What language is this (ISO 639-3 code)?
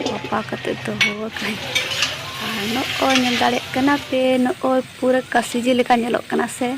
sat